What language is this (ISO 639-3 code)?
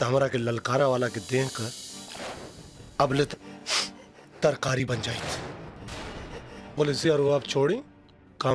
bho